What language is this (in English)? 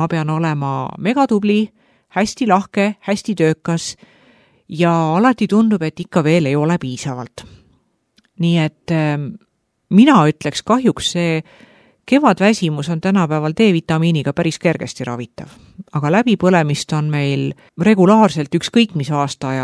Estonian